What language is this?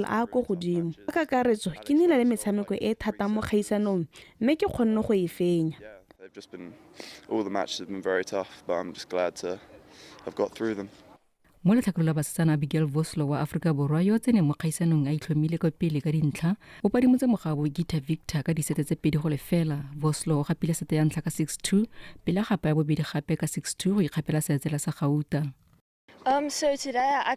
Tswana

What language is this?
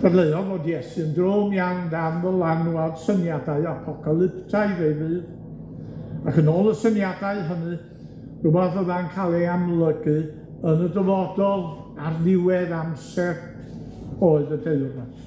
Welsh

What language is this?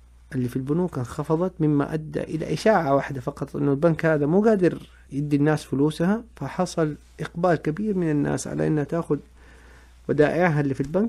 Najdi Arabic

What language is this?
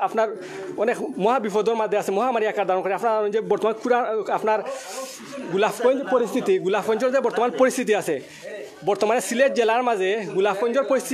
Sylheti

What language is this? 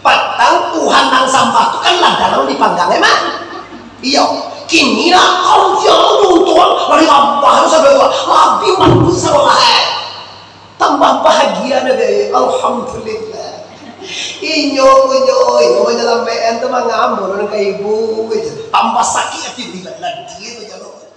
Minangkabau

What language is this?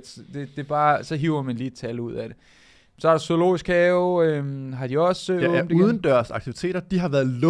Danish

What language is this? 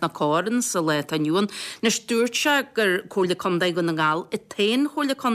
Irish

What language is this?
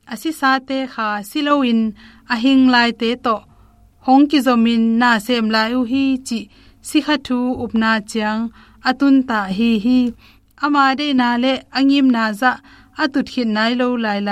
Tedim Chin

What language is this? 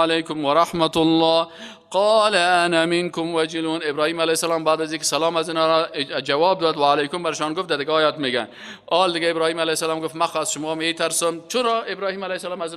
Persian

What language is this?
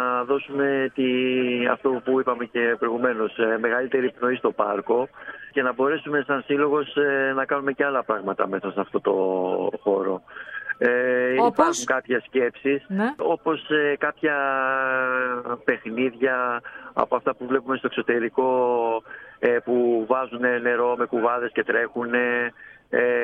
Greek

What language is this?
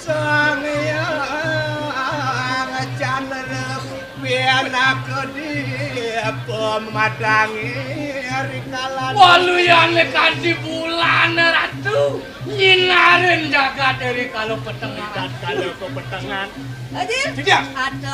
Balinese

